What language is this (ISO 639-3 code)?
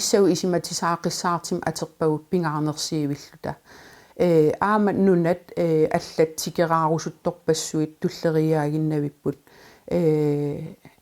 kal